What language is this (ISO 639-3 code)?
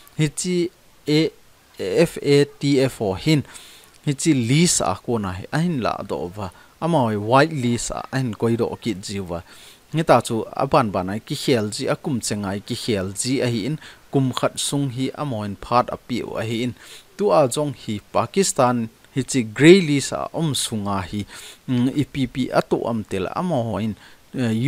tcz